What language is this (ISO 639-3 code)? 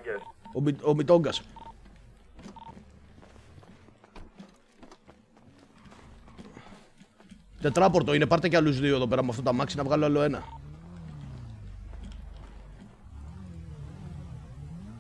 ell